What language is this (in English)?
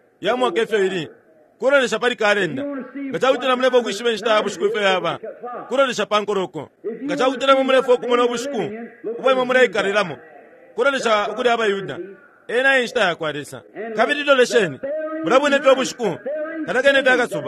Bemba